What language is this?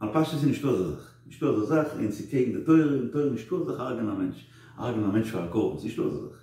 Yiddish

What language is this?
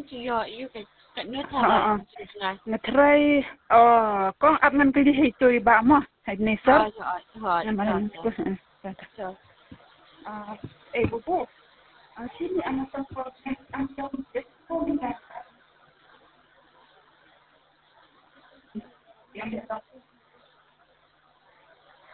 Khasi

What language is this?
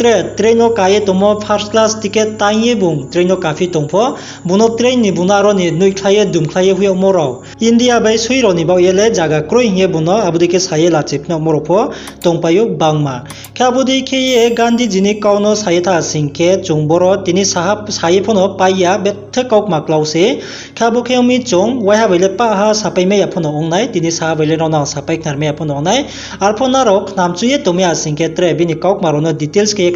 Riang (India)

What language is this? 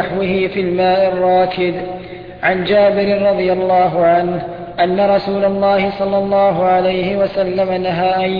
Arabic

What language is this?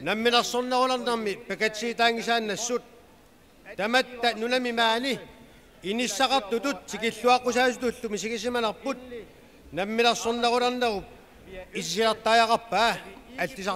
Kalaallisut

